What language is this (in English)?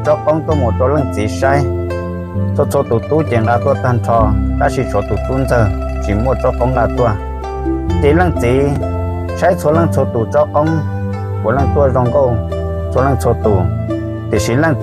Hmong